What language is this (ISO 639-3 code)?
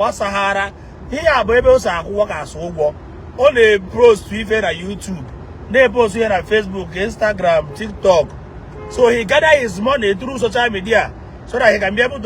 ibo